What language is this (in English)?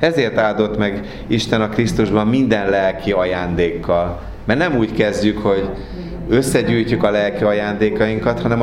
Hungarian